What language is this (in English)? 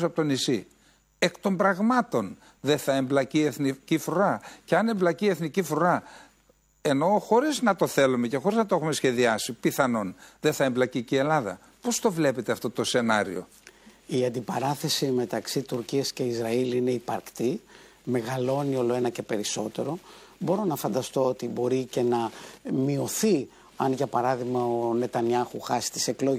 Greek